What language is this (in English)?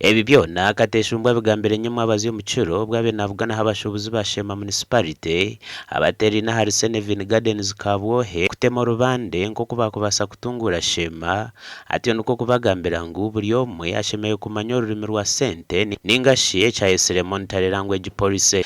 Nyankole